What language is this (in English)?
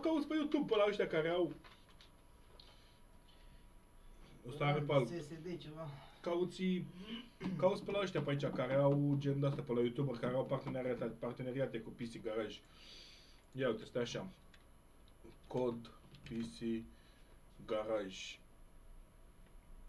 Romanian